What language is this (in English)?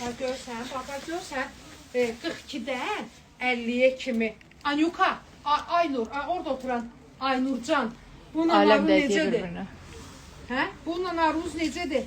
Azerbaijani